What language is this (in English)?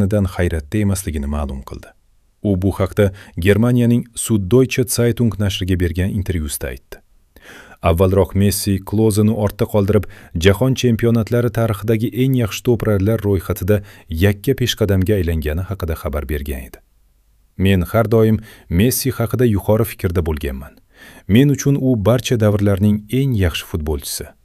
Uzbek